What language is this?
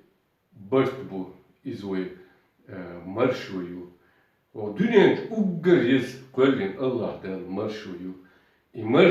Chechen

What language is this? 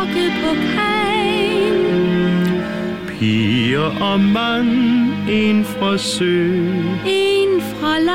Danish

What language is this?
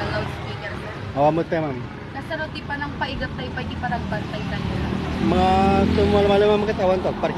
Iloko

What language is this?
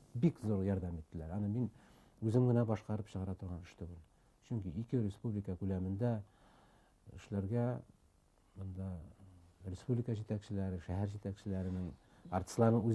Bashkir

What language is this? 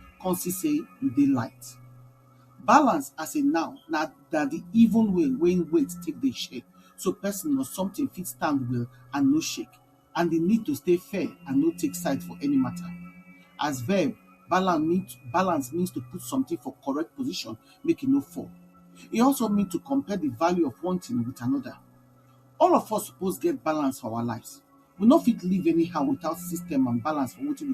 Nigerian Pidgin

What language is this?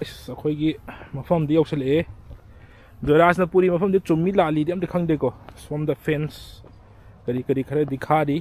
Manipuri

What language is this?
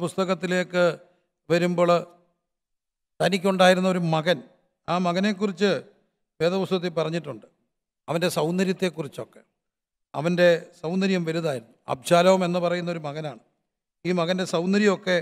Malayalam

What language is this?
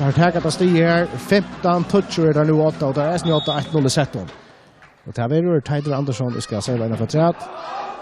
Faroese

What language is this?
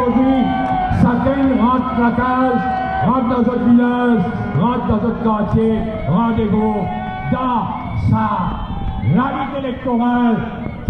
Morisyen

